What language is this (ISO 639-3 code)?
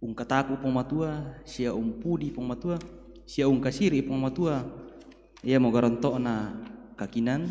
sda